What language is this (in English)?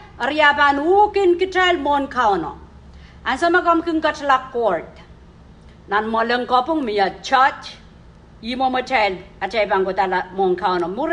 Pohnpeian